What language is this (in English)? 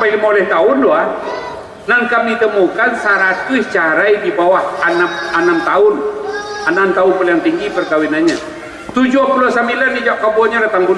Minangkabau